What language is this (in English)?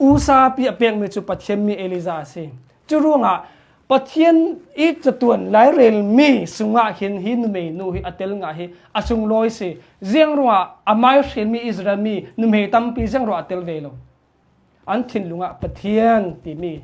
Hakha Chin